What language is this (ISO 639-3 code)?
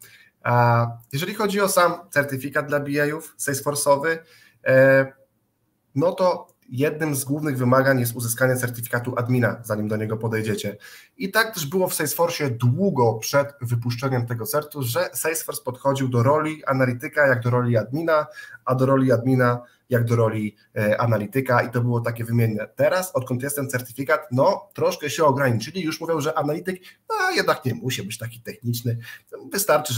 pol